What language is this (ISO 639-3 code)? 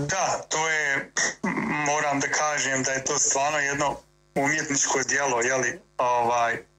bos